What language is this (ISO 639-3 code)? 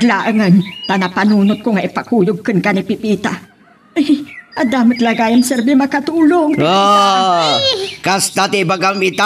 ilo